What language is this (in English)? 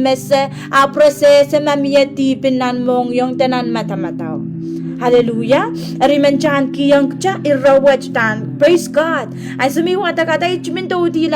Pohnpeian